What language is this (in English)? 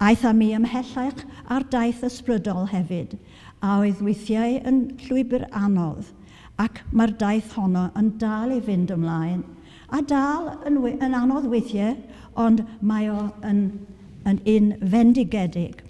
Welsh